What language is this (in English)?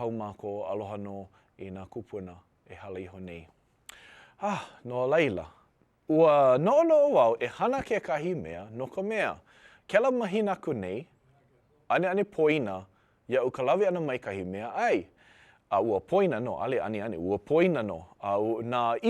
Hawaiian